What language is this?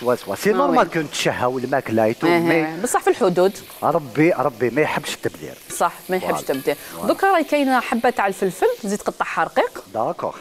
Algerian Arabic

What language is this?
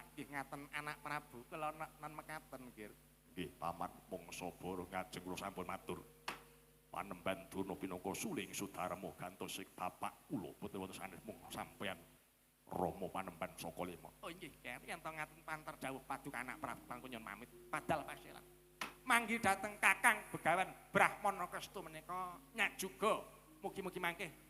Javanese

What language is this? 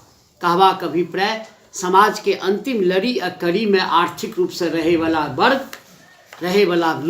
Maithili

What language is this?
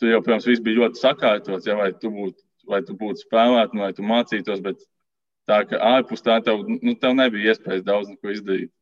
Latvian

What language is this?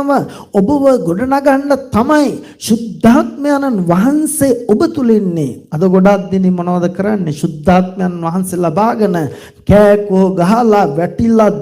Sinhala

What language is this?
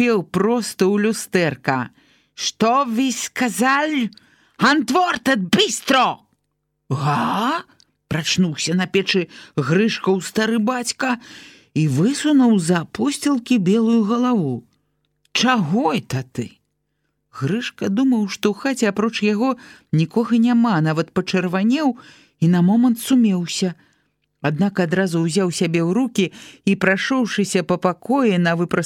Belarusian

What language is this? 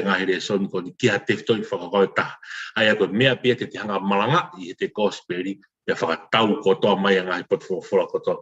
Tongan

